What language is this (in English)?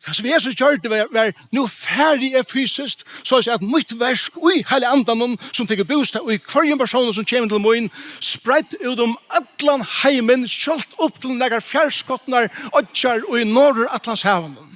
Faroese